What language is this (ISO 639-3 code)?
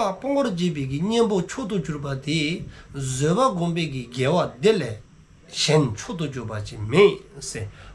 dzo